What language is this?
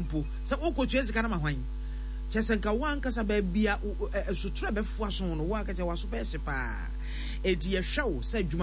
Akan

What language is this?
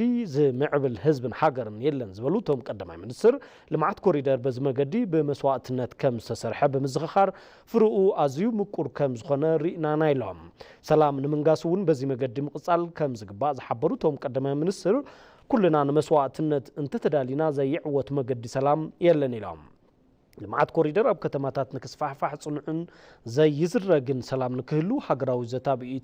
Tigrinya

